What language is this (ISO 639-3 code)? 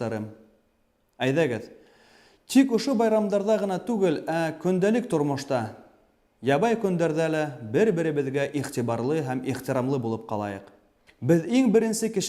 bak